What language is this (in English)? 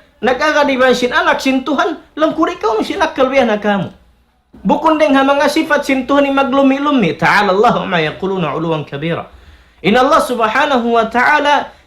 Tausug